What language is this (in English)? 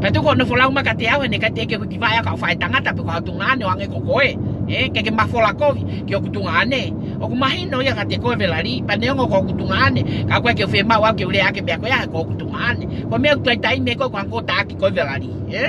Tongan